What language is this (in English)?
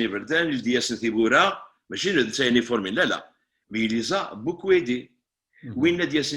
Kabyle